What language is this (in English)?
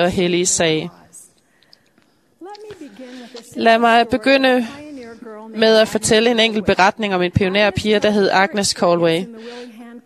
Danish